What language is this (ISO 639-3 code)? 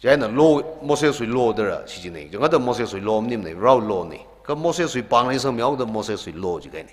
nmf